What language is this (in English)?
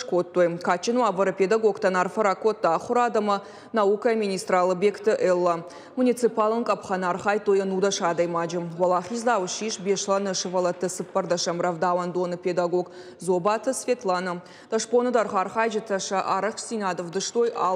Ossetic